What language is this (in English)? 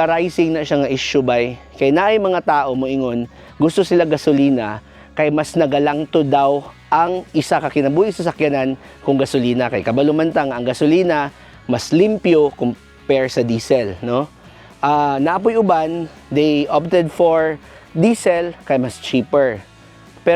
Cebuano